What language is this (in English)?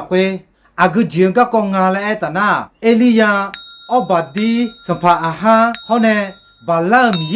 Akha